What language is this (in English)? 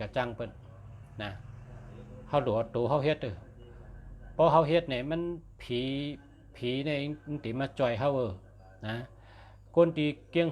Shan